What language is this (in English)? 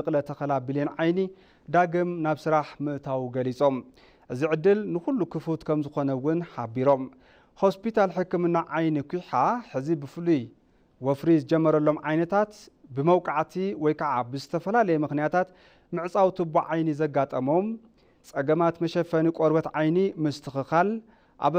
Tigrinya